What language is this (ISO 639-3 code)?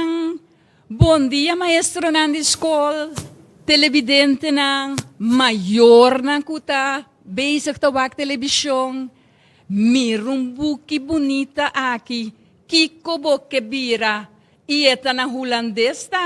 pap